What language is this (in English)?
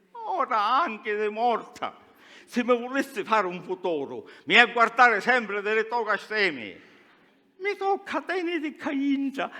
Sicilian